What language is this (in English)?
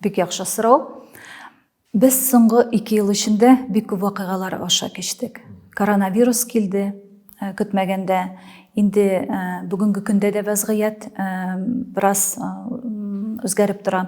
Tatar